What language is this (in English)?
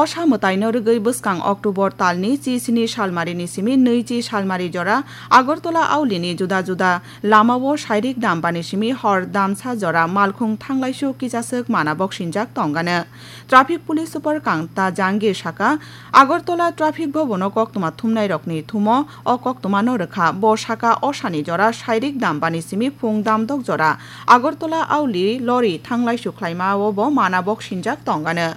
Kok Borok